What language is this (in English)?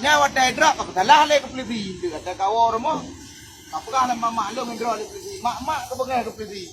Achinese